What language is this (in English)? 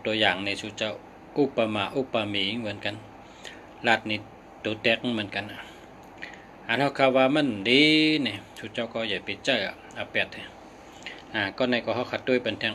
Shan